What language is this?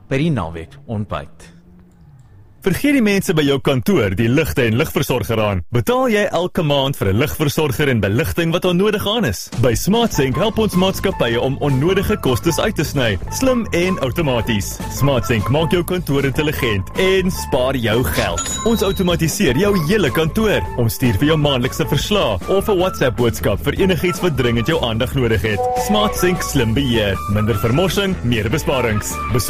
Afrikaans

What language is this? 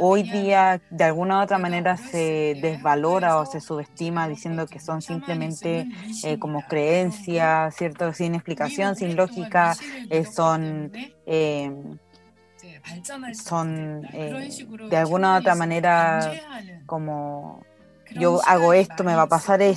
Spanish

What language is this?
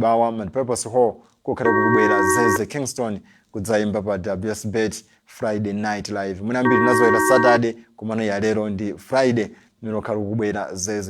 Nyanja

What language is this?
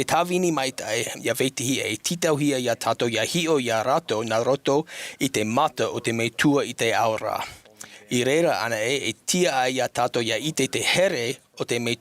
Tahitian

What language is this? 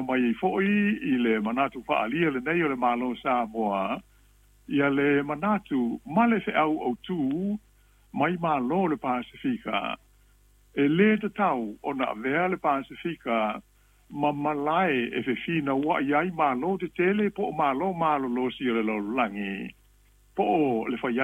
Samoan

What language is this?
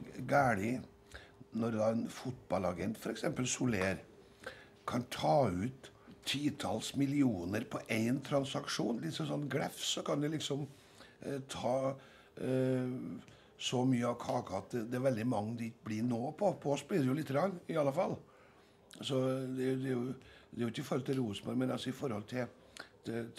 Norwegian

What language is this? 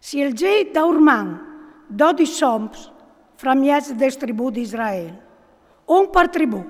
Friulian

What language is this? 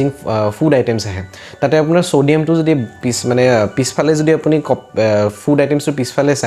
Assamese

